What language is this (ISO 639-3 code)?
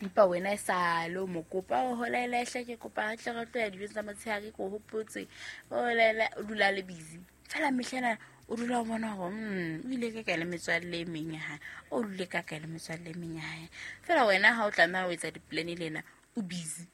sot